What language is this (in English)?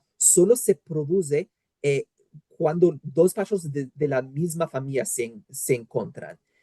Ladino